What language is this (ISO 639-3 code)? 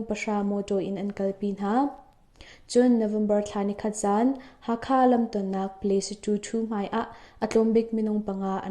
cnh